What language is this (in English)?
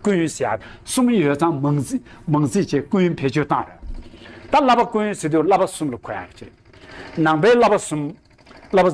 Tibetan